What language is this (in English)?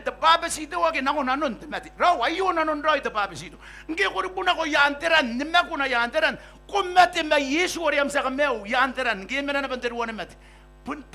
Gilbertese